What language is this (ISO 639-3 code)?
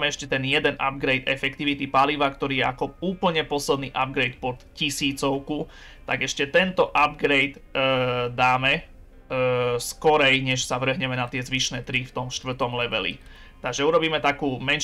slk